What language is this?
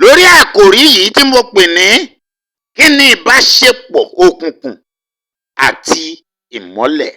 Yoruba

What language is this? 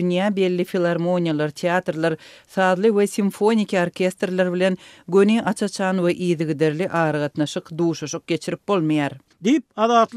Turkmen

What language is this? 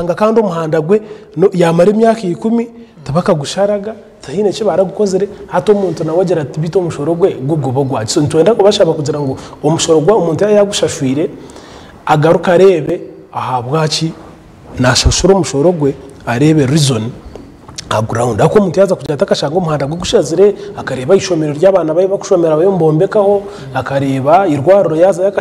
Nyankole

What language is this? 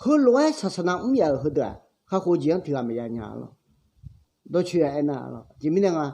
Akha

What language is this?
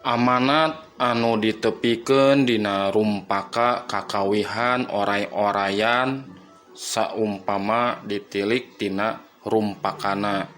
Sundanese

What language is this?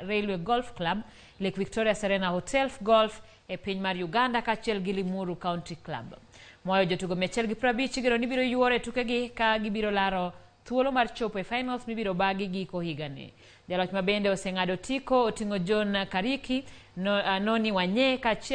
Luo (Kenya and Tanzania)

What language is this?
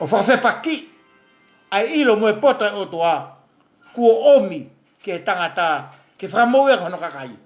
Tongan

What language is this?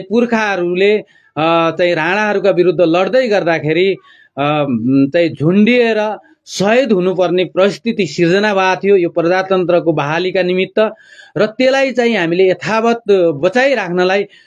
Nepali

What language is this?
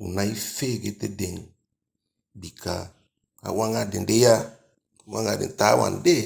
Eastern Maroon Creole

